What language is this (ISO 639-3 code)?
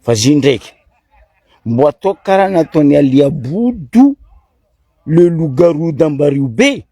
mlg